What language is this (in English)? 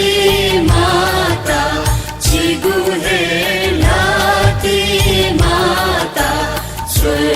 Newari